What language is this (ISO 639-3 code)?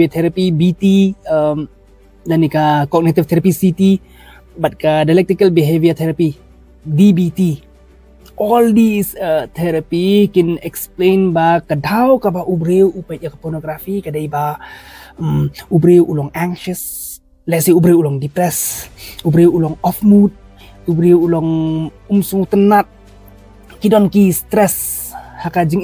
kha